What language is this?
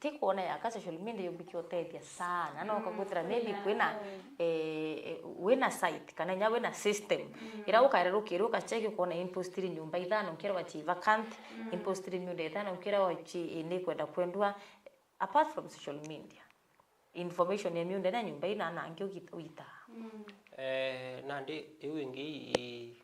Meru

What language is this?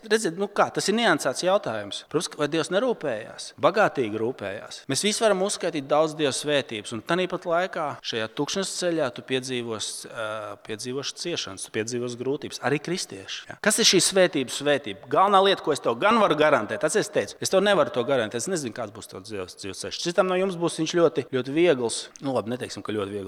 Latvian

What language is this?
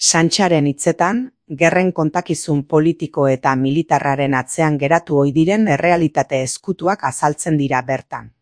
Basque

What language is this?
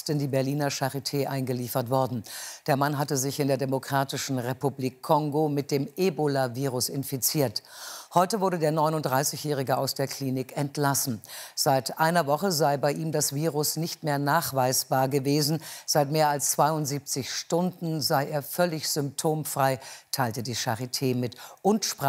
German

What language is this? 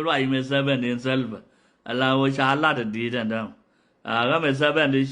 Nuer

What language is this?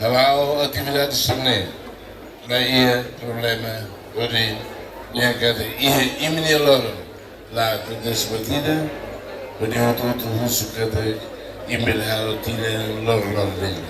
Tetum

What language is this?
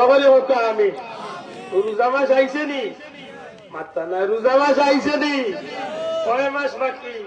Sylheti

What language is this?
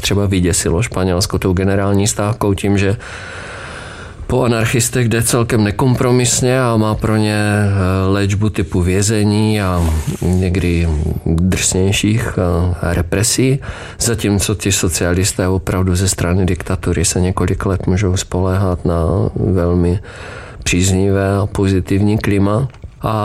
Czech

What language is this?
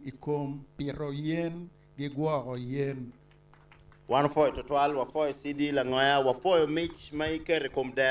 Acoli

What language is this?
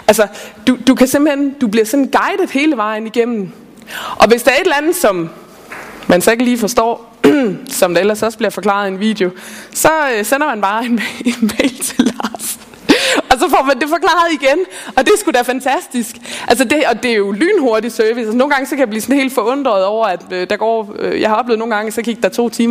Danish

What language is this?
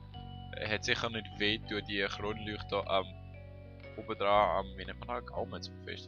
Swiss German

